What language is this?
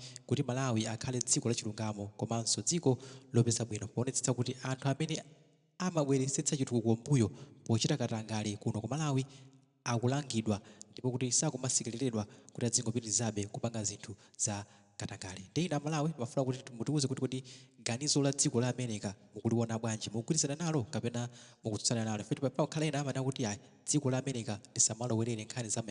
Nyanja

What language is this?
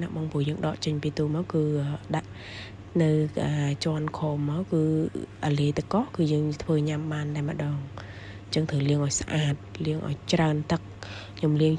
Khmer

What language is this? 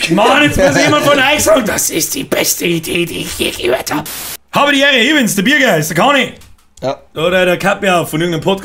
Bavarian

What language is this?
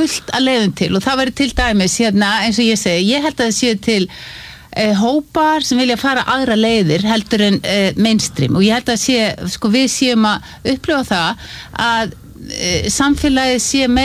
Icelandic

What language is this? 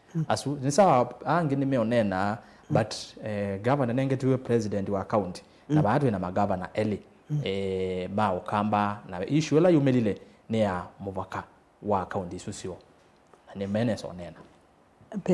Kamba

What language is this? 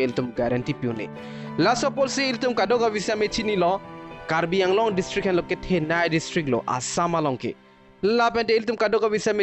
Karbi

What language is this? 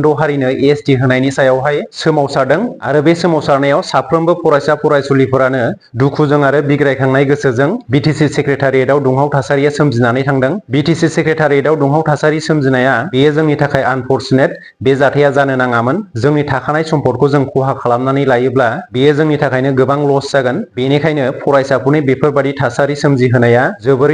Bodo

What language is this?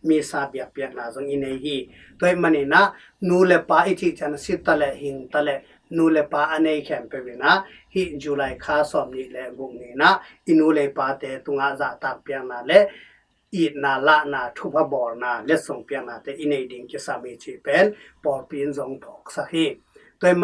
Tedim Chin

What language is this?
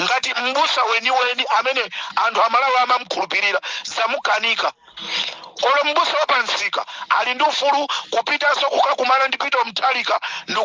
Nyanja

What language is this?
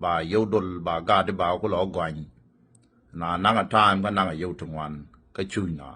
Nuer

